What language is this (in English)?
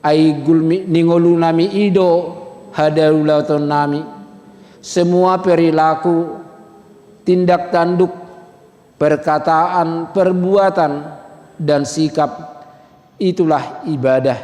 Batak Toba